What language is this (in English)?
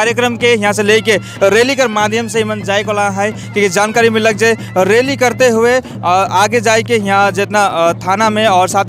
Sadri